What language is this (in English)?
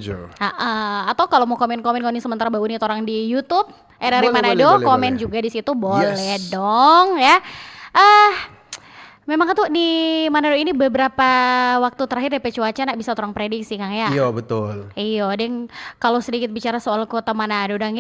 Manado Malay